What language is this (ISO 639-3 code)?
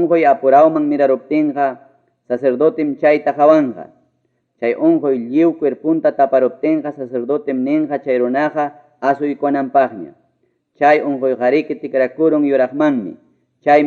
quy